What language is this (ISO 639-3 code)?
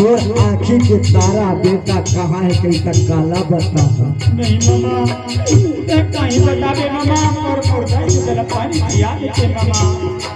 hne